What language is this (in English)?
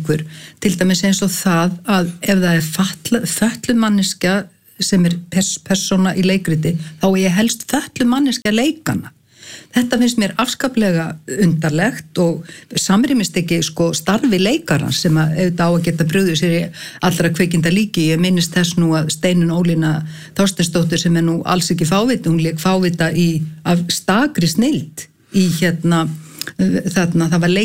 Icelandic